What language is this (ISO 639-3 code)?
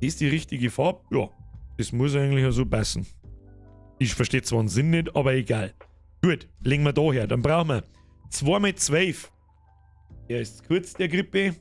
bar